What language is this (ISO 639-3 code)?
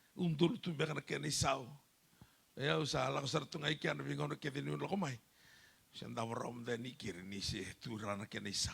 fij